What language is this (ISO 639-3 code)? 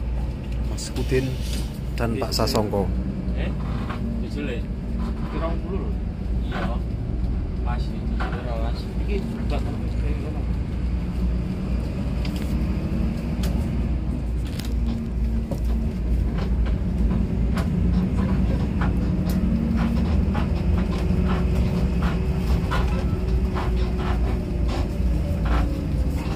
ind